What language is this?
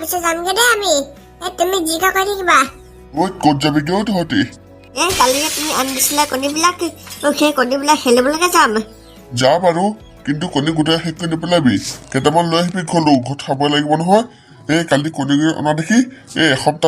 Assamese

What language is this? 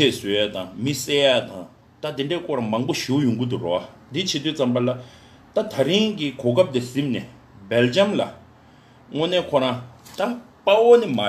Tibetan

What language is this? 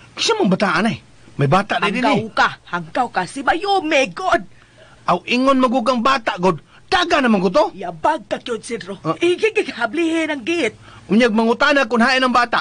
Cebuano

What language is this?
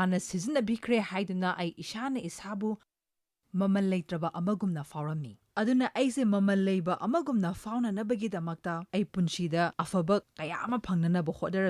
Manipuri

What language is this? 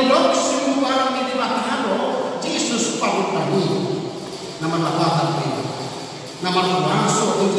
Batak Toba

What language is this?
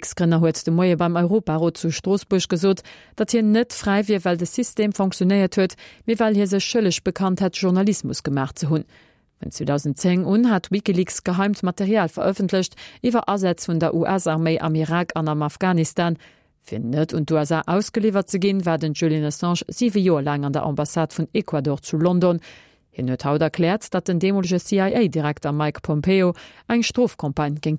Luxembourgish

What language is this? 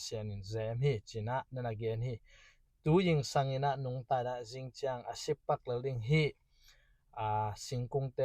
Tedim Chin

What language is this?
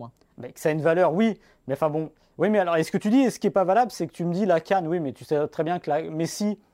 French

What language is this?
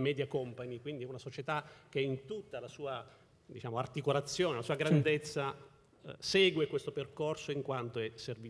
Italian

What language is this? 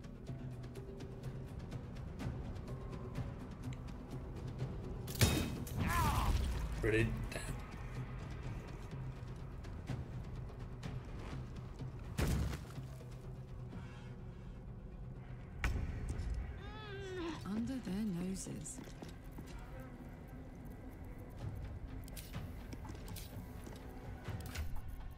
English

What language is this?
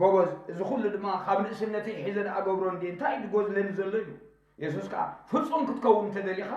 Tigrinya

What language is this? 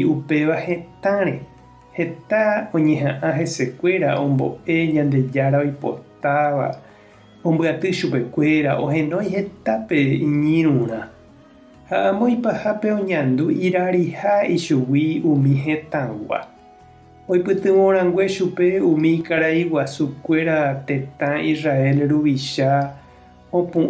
Guarani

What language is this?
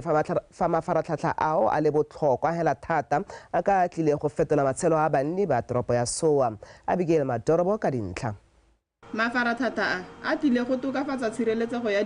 Tswana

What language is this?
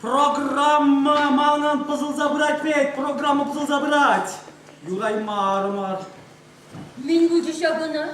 Chuvash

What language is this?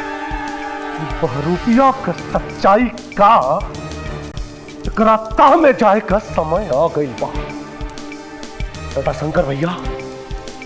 Bhojpuri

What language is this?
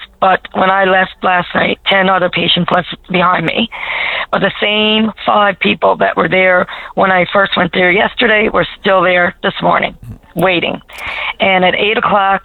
English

